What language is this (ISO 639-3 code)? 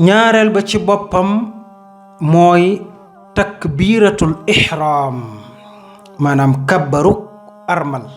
wol